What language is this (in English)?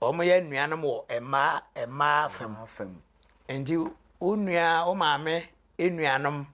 Akan